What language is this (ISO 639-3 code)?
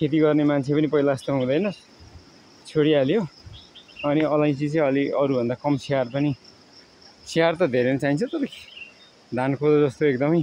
nep